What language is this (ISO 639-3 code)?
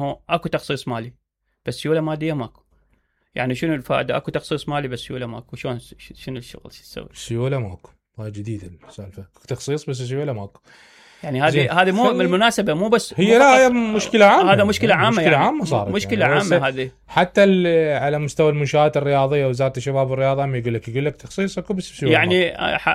acm